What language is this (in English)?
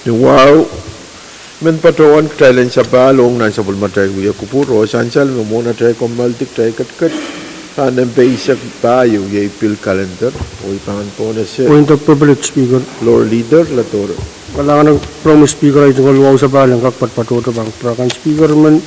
Pohnpeian